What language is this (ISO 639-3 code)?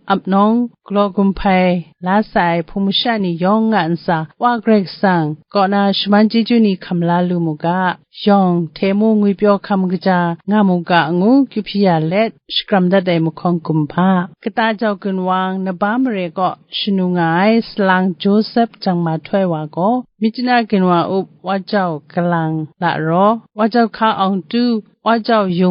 kac